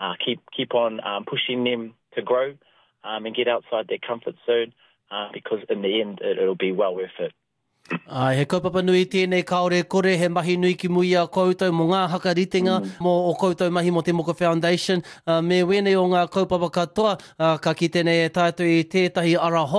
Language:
Māori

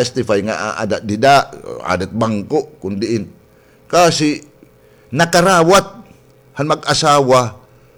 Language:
Waray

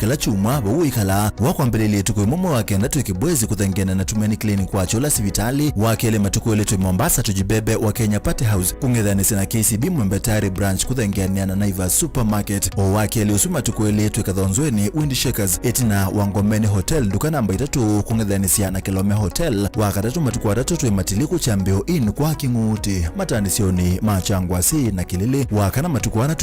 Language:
Kamba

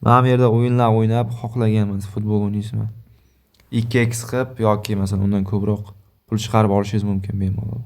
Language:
Uzbek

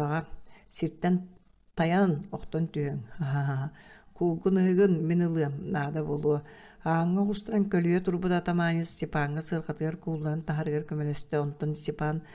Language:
Yakut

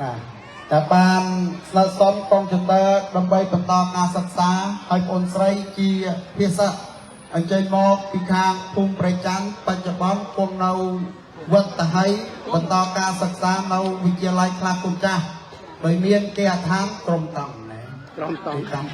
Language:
Khmer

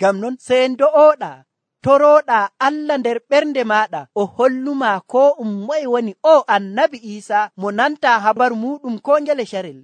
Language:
Nigerian Fulfulde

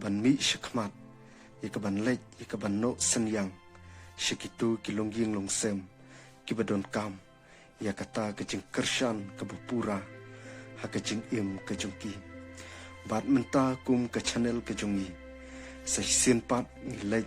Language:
Khasi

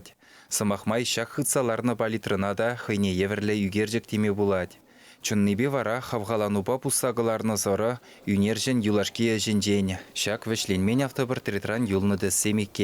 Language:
Chuvash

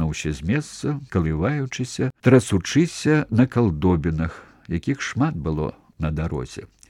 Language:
Belarusian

